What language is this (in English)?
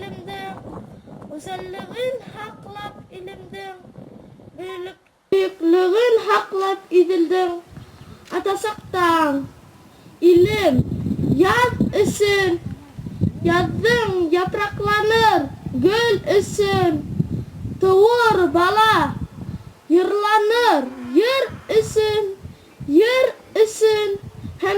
Bashkir